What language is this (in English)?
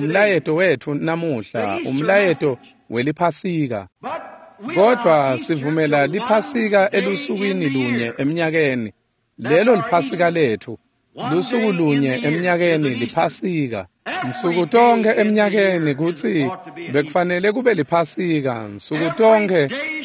Swati